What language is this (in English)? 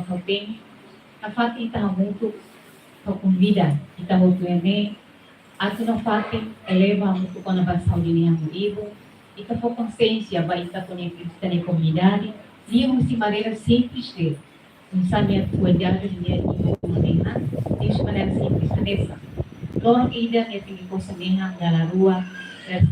Tetum